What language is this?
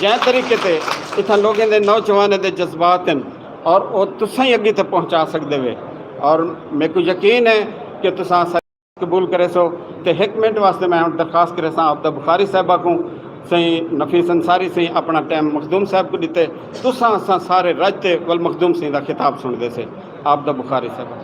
Saraiki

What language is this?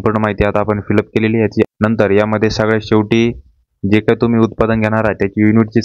Marathi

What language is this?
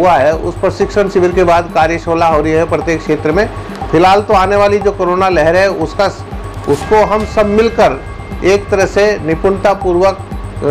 Hindi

